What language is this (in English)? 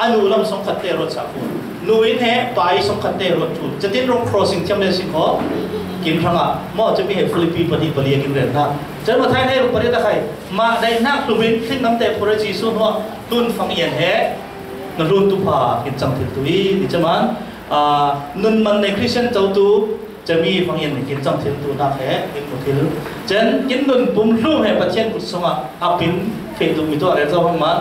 Falam Chin